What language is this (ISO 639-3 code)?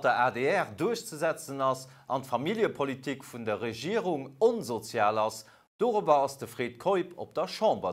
ltz